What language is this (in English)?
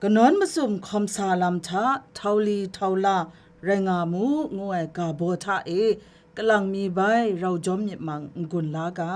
Kachin